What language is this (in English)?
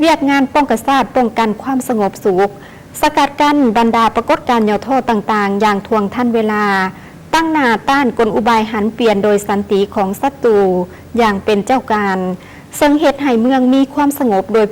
Lao